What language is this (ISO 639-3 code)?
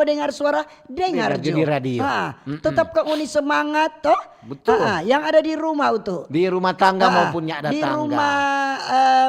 xmm